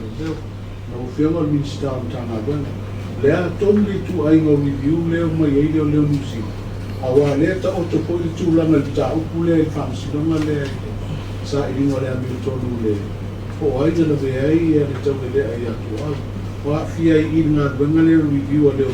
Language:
Samoan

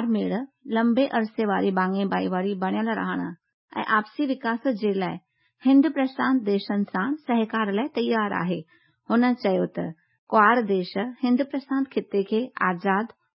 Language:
Sindhi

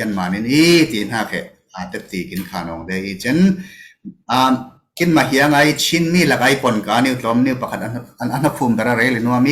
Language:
Falam Chin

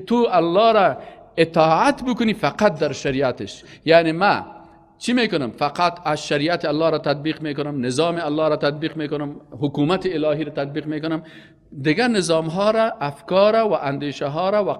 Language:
Persian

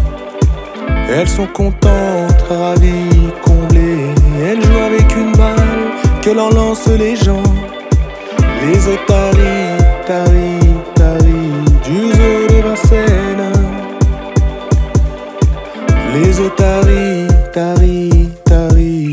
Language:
French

